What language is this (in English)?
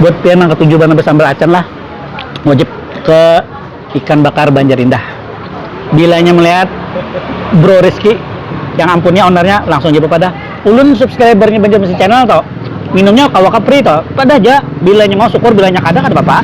Banjar